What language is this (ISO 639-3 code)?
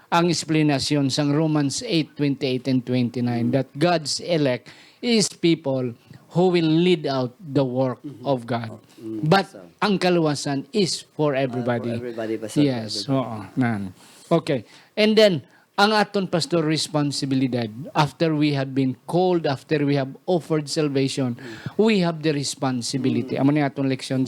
hil